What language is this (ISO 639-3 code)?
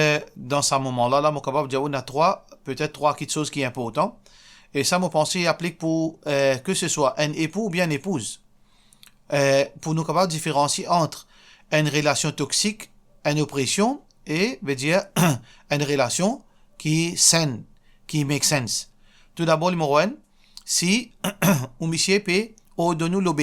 mfe